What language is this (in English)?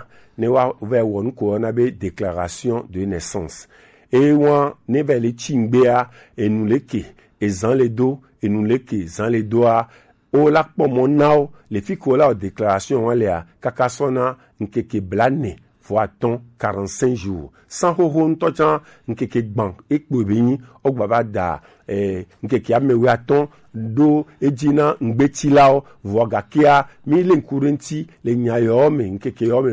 Gen